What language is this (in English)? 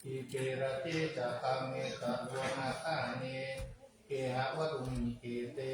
Pali